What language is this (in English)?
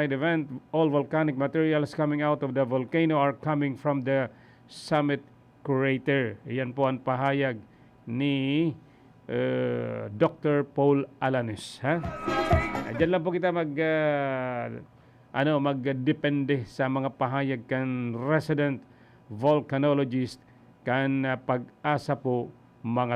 Bikol